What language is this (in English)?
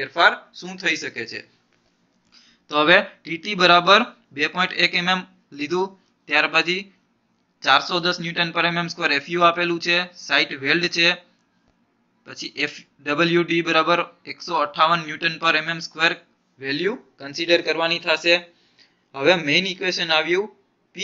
Gujarati